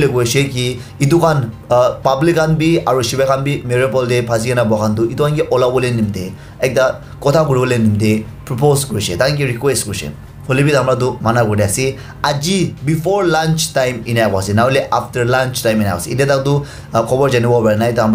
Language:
Naga Pidgin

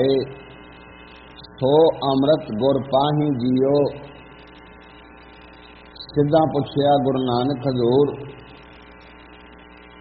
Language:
Punjabi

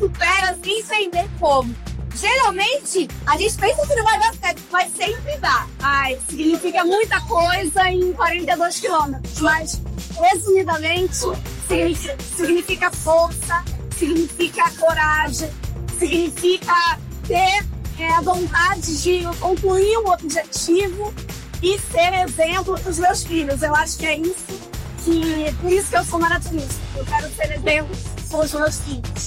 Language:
Portuguese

